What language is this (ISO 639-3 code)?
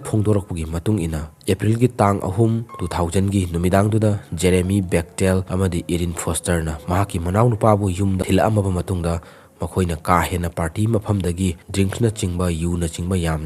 mni